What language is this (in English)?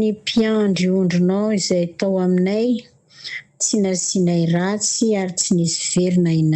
Malagasy